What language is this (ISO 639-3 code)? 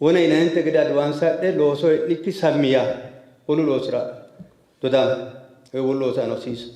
sid